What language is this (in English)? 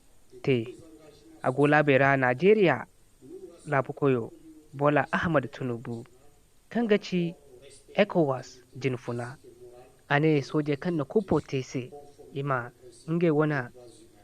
Zarma